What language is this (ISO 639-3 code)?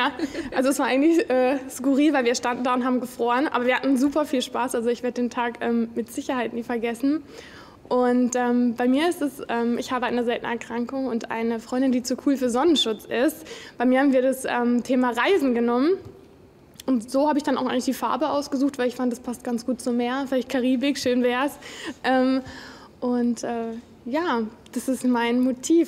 deu